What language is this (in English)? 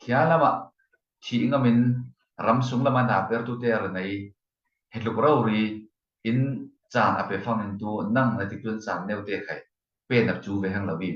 Falam Chin